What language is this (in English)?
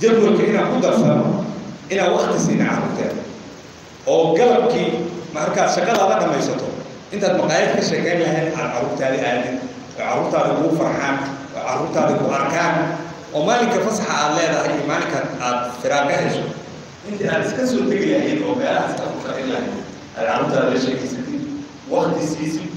Somali